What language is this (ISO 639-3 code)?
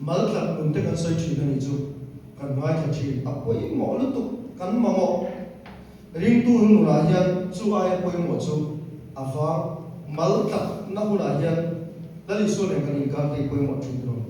lus